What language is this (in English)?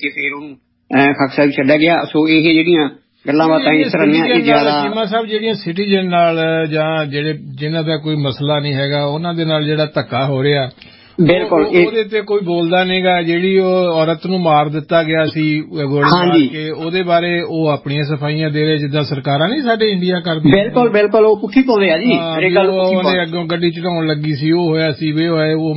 Punjabi